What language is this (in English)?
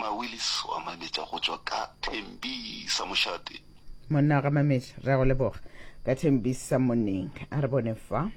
Northern Sotho